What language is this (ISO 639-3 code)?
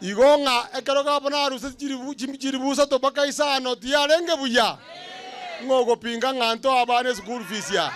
guz